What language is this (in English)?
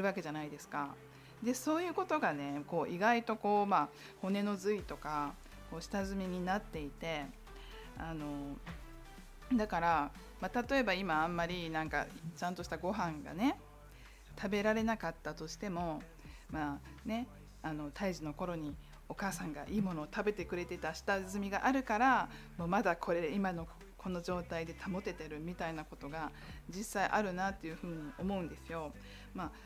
Japanese